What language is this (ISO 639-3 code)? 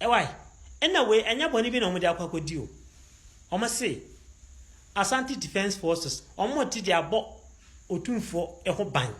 aka